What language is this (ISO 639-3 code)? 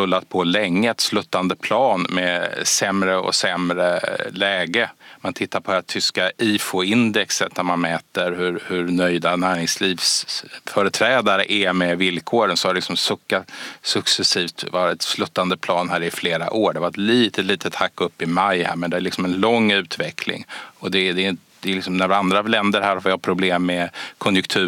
swe